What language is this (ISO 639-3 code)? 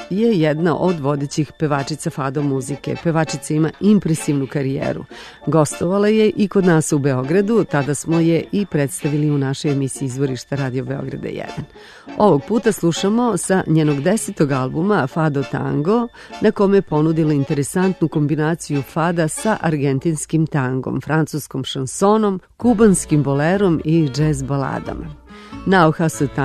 srp